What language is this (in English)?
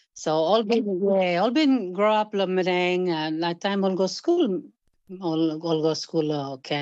Tok Pisin